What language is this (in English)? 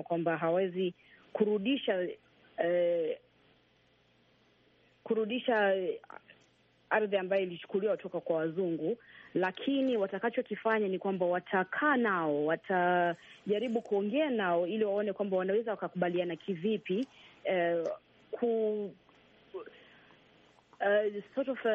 Swahili